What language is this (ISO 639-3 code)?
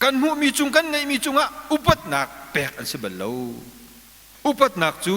cnh